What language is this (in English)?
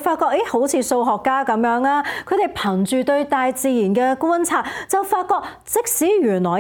Cantonese